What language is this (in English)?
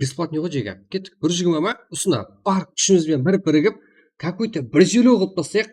Kara-Kalpak